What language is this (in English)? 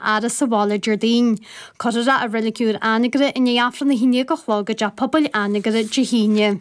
Irish